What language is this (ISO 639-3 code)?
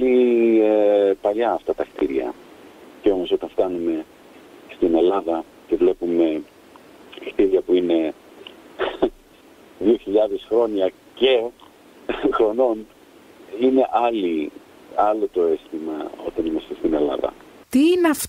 ell